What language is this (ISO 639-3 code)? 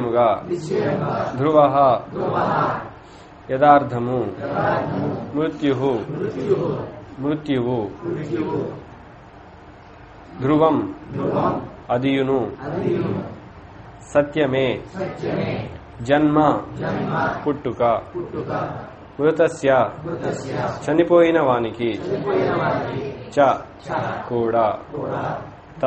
tel